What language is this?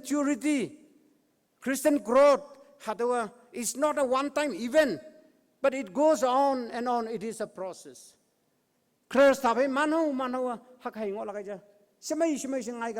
Konyak Naga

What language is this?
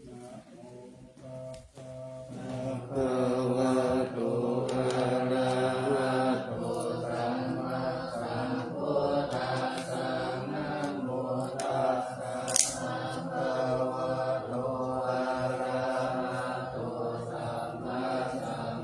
Pali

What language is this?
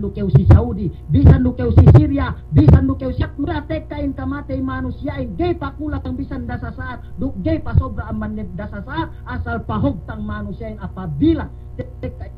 Yakan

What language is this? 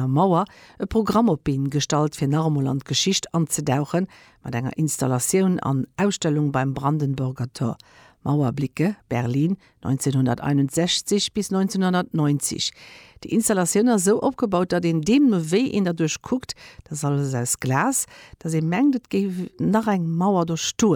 Luxembourgish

